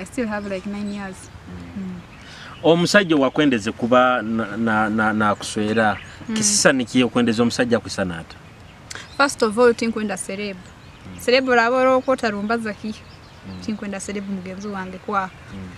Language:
Nyoro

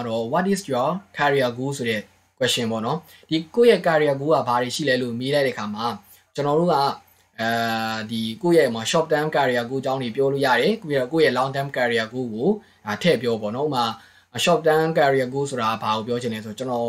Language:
Burmese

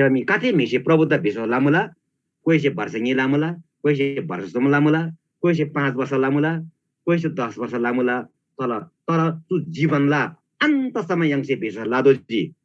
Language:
Eastern Tamang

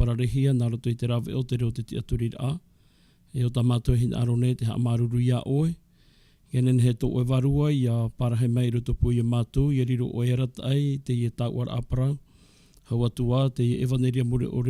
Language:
Tahitian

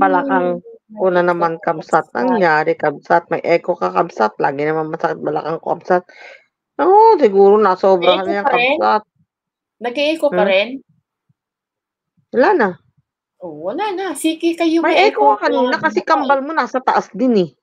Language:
Filipino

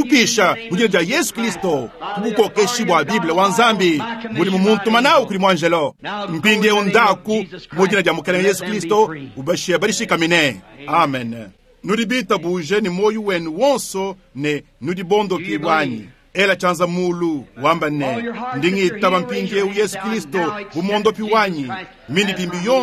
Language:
Luba-Lulua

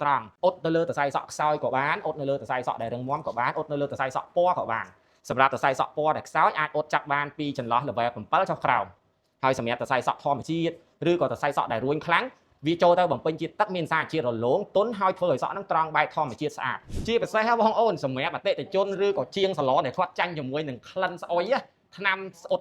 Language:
Khmer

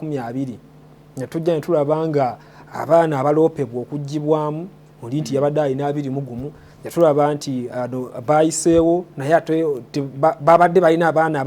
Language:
Ganda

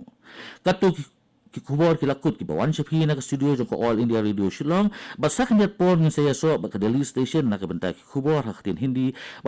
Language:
Khasi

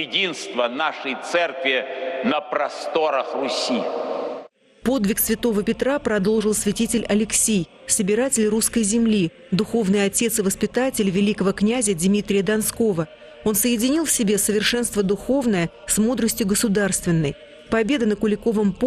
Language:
Russian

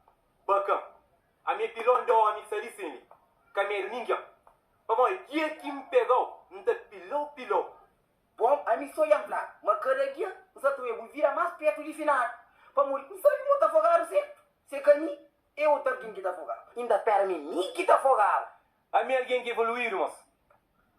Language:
Kabuverdianu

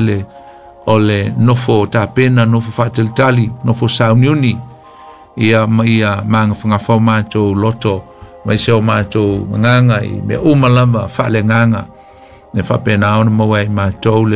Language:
Samoan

